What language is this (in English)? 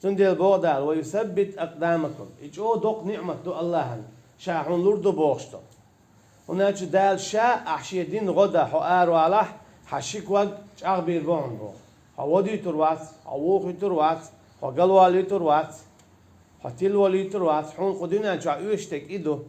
Chechen